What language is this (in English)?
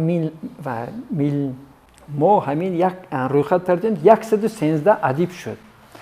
Tajik